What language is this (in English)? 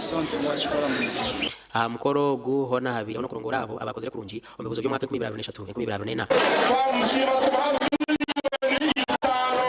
Nyankole